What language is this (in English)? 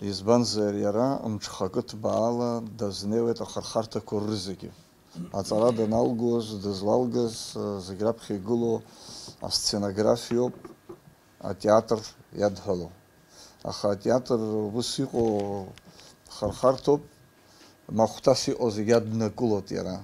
Abkhazian